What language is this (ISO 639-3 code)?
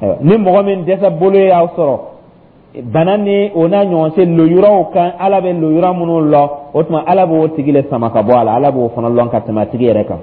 dyu